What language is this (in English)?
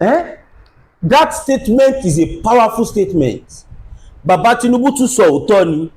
Yoruba